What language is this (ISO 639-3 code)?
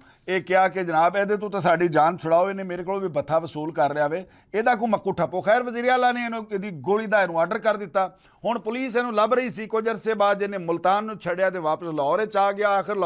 lah